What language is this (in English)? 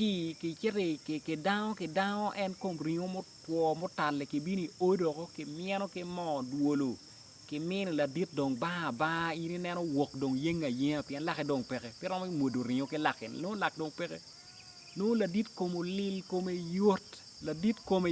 Acoli